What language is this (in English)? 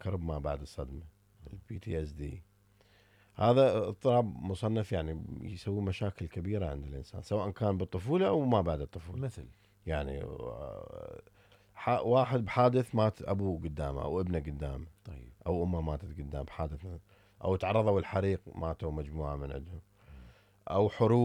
Mesopotamian Arabic